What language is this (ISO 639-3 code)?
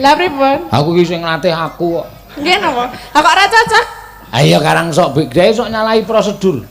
jav